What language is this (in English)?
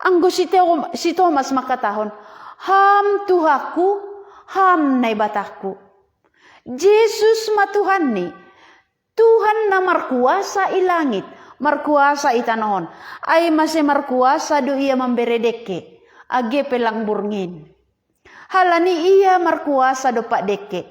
Batak Simalungun